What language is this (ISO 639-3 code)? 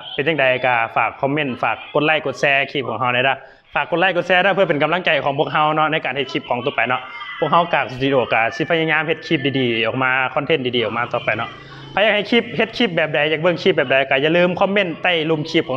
lao